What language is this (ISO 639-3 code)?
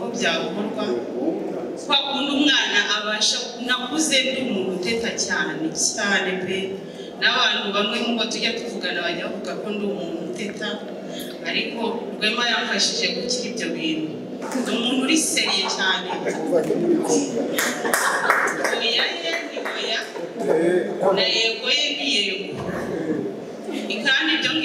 kin